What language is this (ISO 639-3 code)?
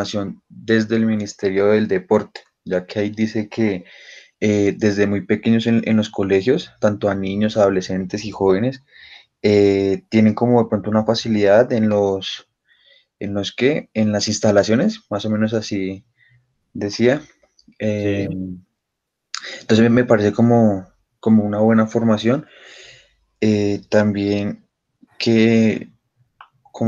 spa